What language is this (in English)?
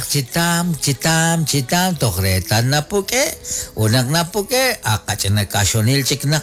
Kekchí